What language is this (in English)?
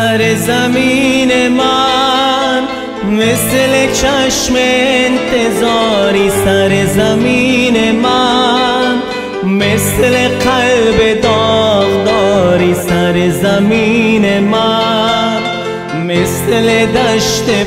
Persian